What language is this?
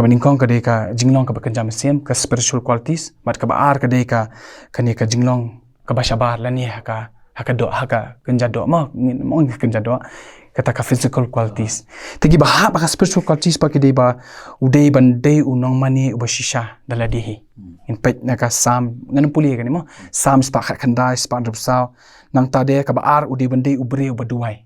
Khasi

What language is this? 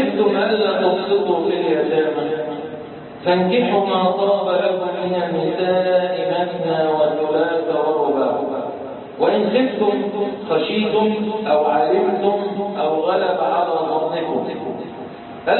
Arabic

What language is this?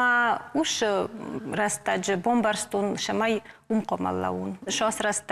Ossetic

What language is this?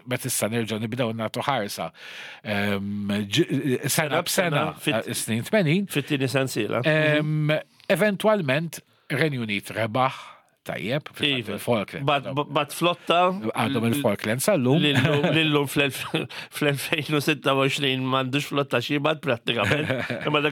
Maltese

